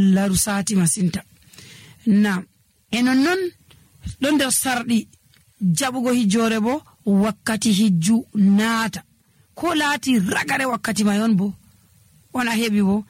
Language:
Nigerian Fulfulde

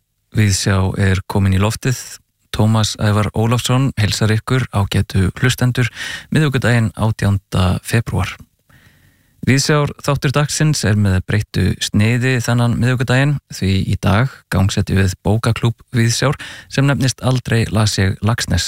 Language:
Icelandic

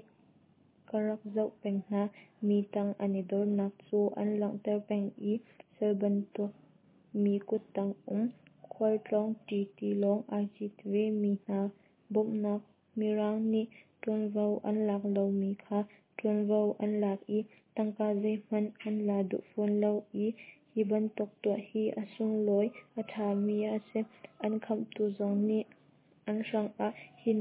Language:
Hakha Chin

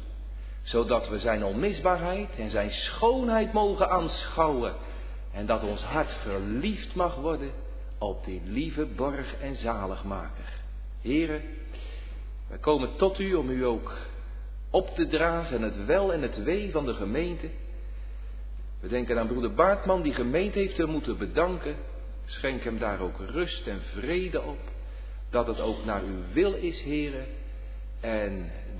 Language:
Dutch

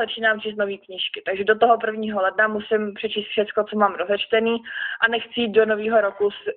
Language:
Czech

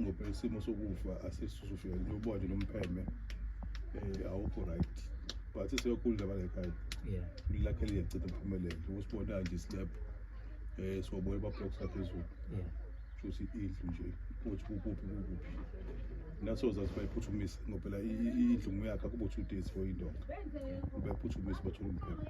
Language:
Zulu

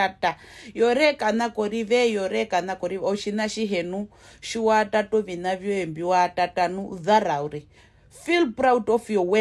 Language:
Herero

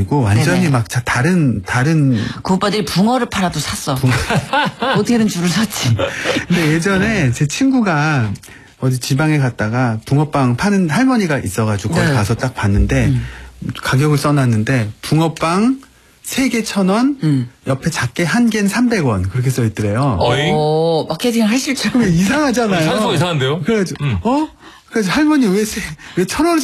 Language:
Korean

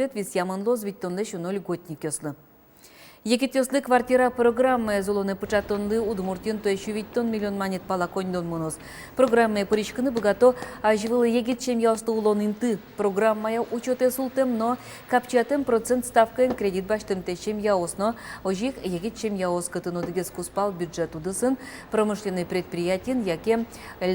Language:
Udmurt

